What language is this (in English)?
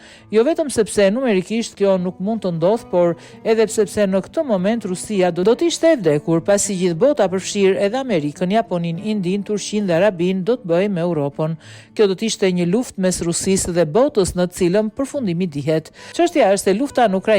Albanian